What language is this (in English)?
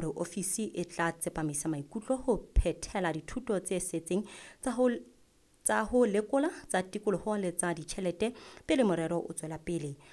Southern Sotho